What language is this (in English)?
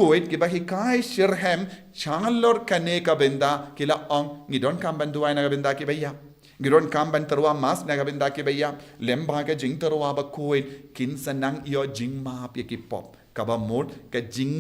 Khasi